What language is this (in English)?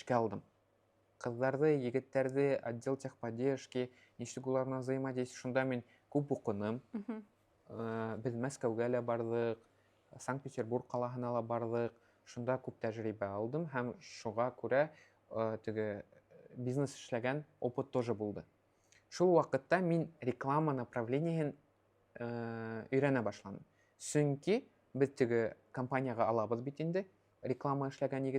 Bashkir